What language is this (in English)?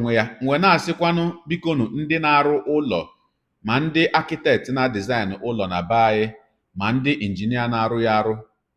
Igbo